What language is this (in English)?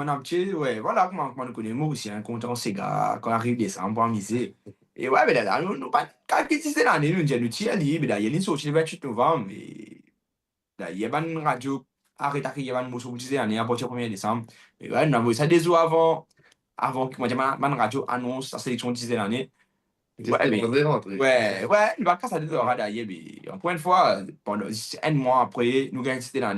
Morisyen